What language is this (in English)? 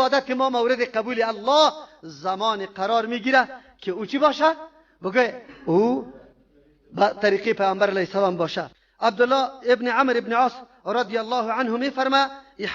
Persian